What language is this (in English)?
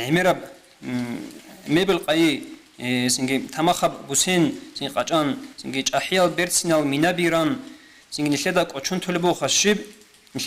Avaric